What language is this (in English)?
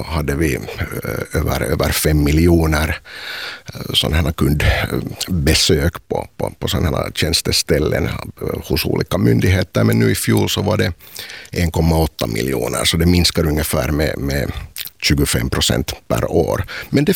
Swedish